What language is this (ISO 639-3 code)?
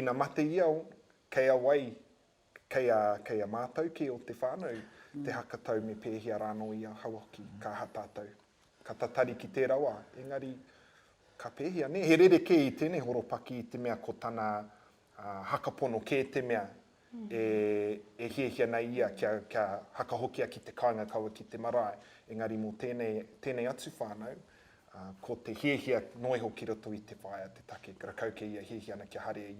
mri